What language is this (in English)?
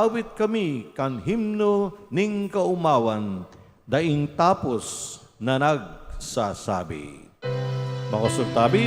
Bikol